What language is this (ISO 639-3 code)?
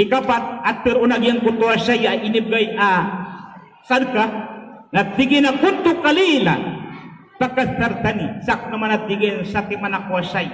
mrw